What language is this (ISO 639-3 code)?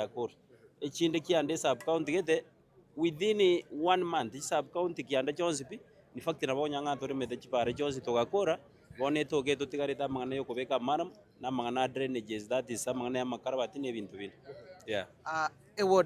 guz